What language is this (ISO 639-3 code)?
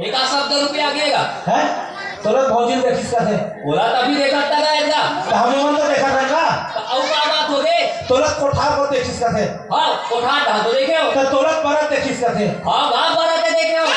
hne